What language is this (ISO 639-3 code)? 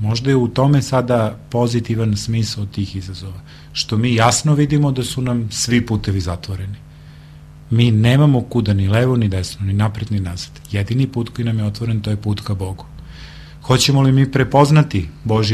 srp